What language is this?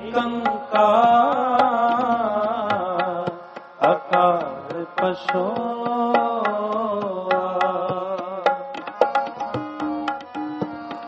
Hindi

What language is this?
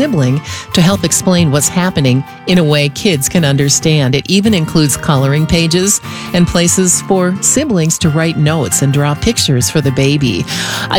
English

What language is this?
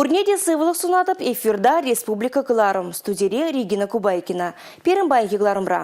Chuvash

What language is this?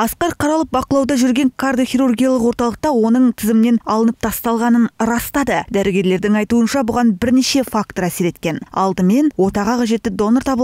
Kazakh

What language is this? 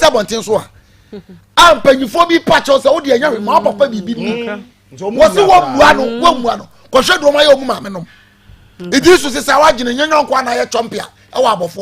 Akan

